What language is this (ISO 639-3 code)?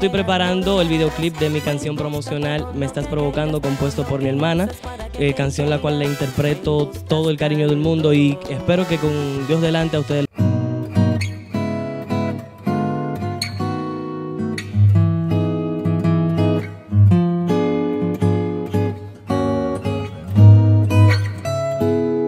spa